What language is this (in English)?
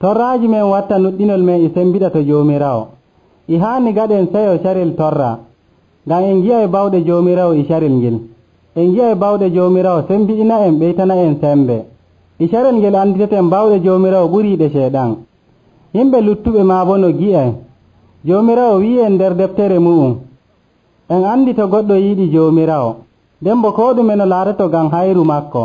Nigerian Fulfulde